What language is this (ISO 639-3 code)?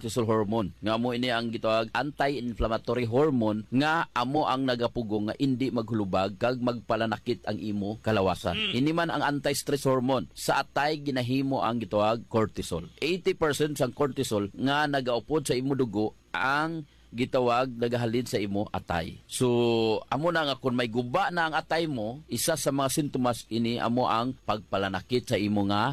hil